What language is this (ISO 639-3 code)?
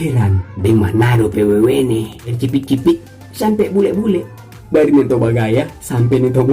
xmm